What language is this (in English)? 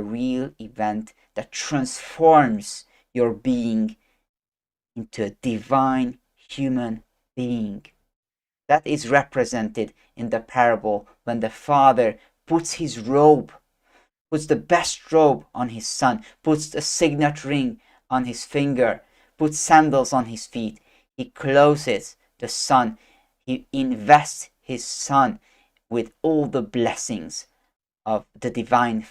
English